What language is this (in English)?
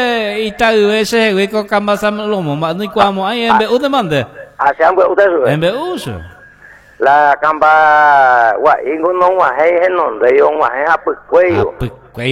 Guarani